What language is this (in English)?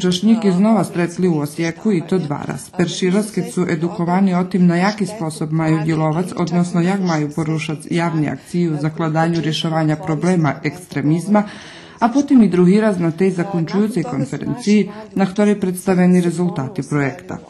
Rusyn